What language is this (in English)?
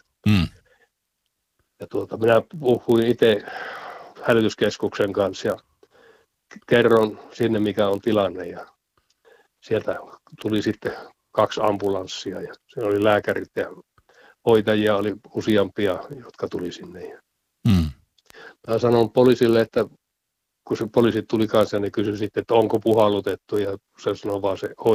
Finnish